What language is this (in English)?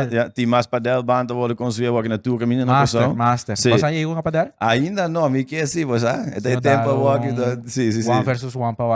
Papiamento